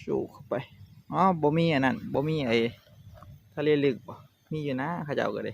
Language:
Northeastern Thai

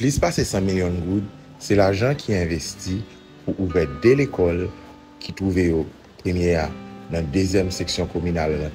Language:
Haitian Creole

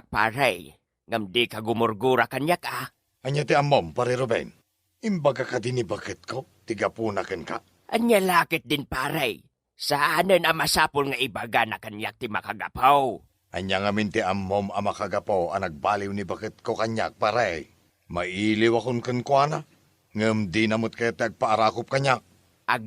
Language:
Iloko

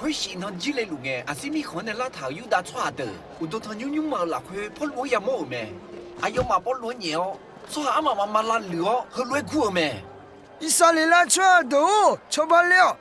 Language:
Akha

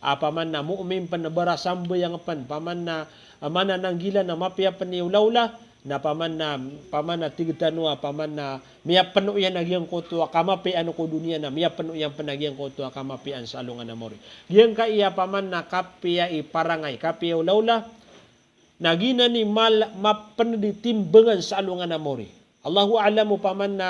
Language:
Maranao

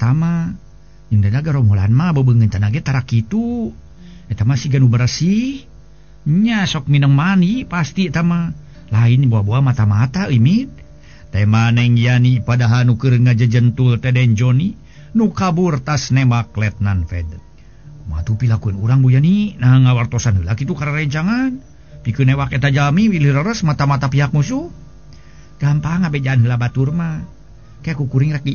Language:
Sundanese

